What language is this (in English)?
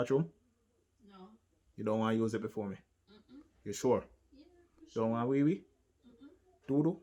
Jamaican Creole English